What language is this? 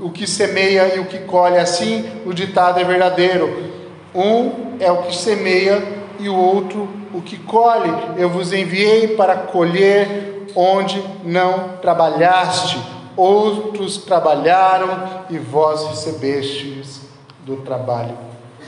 Portuguese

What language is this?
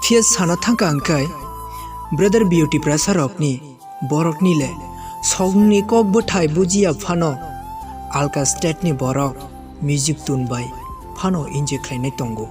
Kok Borok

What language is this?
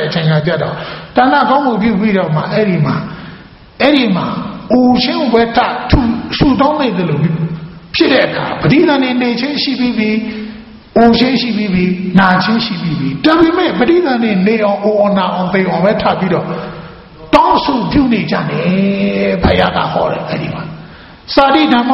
Burmese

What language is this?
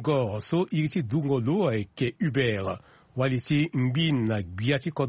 Sango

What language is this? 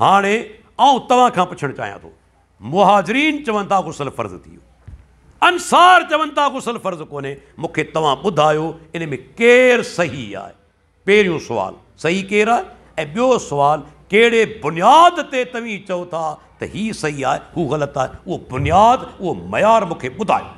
Sindhi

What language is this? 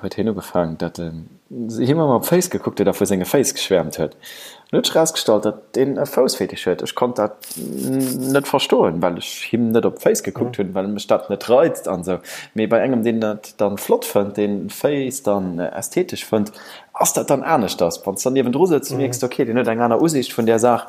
Luxembourgish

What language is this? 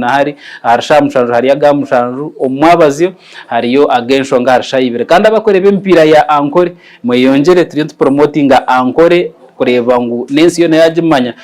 Nyankole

